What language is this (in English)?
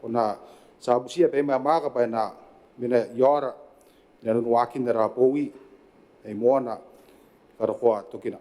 Gilbertese